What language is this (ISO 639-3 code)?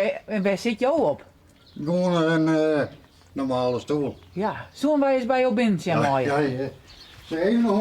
fry